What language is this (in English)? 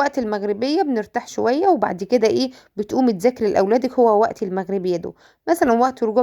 Egyptian Arabic